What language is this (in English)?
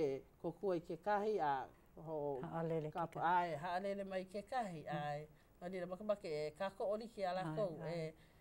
Hawaiian